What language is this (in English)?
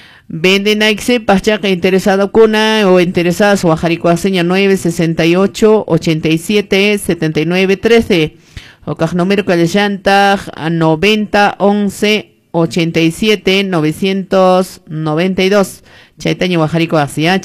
Quechua